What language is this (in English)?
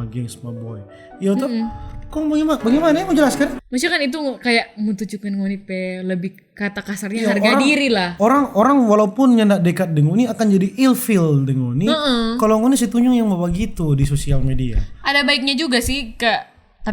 Manado Malay